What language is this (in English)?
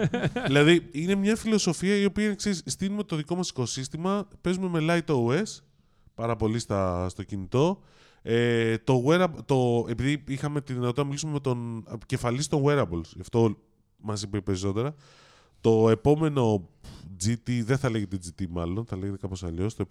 Greek